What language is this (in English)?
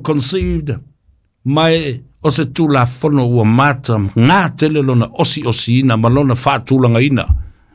Samoan